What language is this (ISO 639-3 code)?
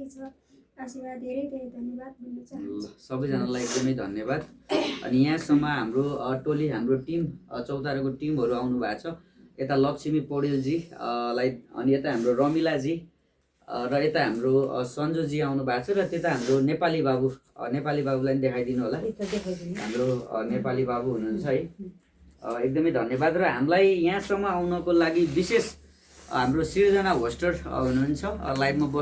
nep